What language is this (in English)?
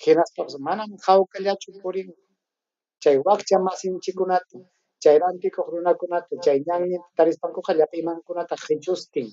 Ayacucho Quechua